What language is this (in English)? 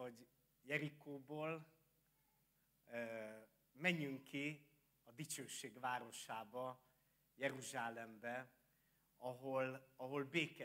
Hungarian